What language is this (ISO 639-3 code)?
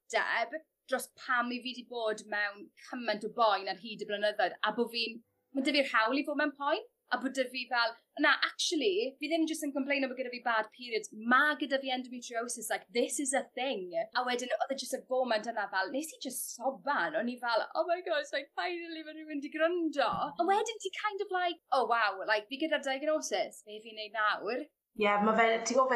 cym